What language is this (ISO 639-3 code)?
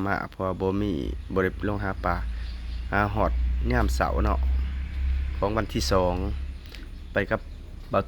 lao